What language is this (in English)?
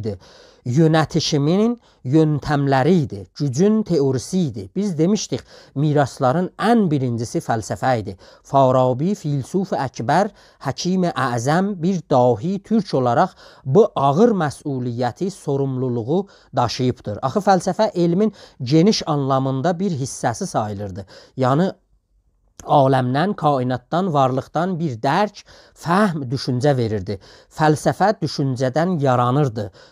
South Azerbaijani